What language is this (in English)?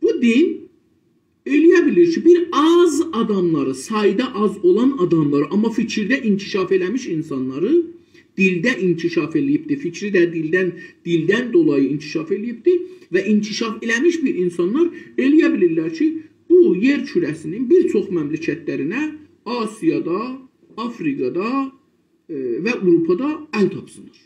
South Azerbaijani